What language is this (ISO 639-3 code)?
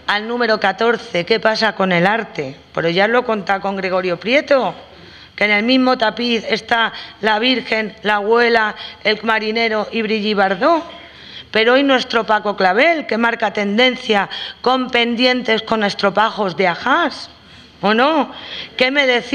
spa